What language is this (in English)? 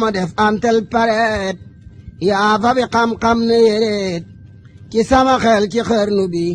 Wolof